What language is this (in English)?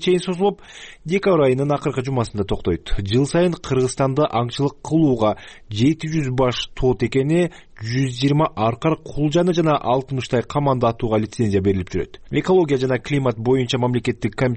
Kyrgyz